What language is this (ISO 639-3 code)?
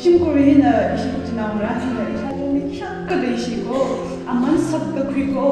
nmf